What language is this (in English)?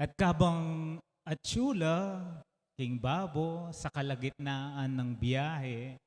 Pampanga